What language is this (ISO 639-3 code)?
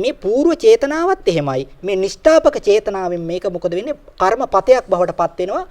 sin